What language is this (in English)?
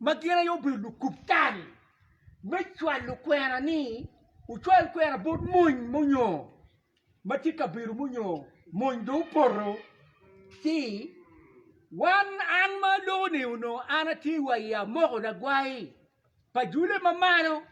Acoli